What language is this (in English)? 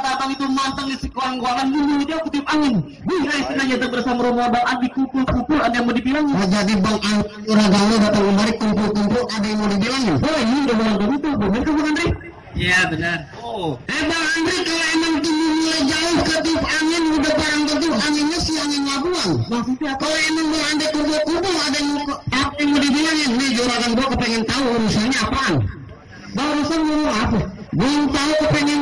Betawi